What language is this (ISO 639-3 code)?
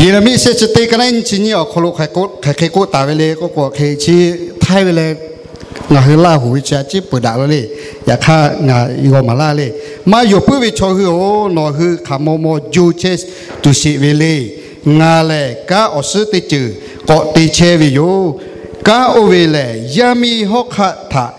lhu